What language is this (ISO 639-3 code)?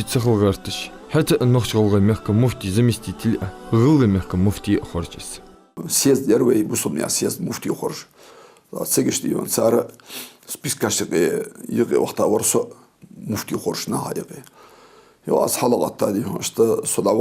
inh